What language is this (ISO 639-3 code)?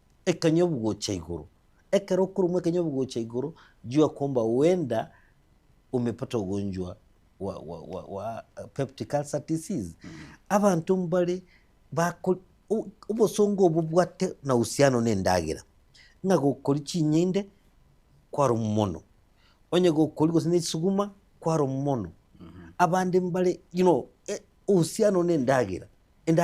guz